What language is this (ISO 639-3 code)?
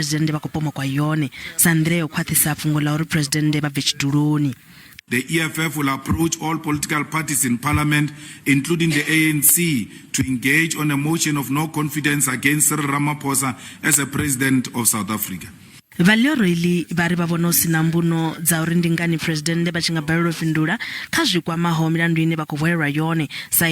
ven